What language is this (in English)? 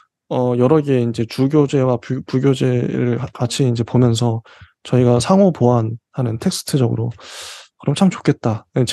Korean